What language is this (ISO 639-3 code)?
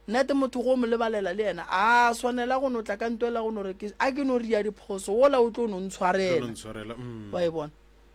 nso